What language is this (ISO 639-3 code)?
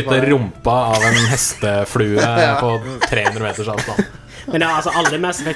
nor